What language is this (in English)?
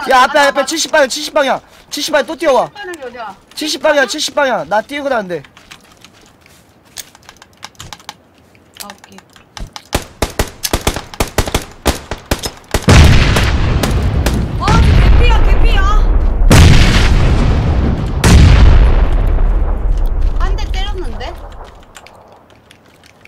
Korean